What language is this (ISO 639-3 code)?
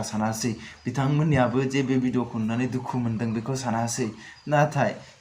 brx